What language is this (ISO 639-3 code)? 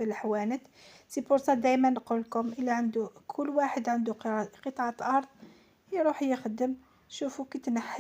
arq